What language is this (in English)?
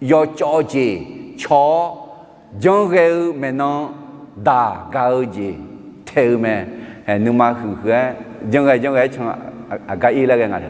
Akha